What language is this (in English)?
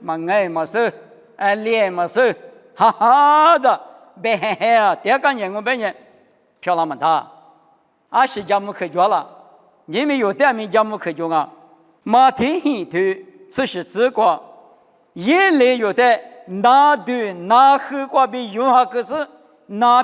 Lisu